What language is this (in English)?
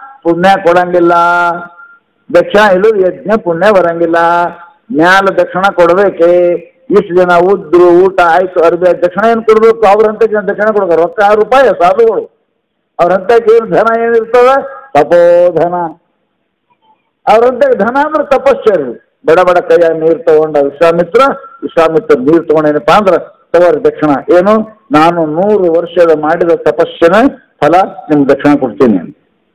Kannada